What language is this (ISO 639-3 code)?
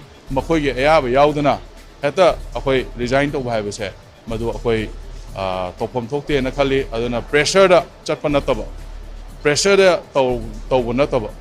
mni